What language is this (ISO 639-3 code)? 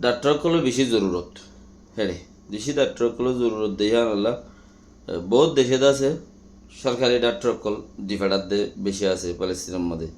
rhg